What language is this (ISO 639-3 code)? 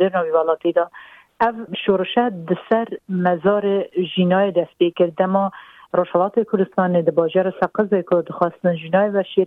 kur